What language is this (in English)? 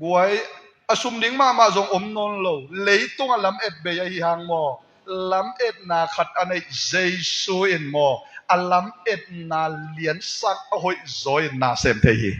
Tedim Chin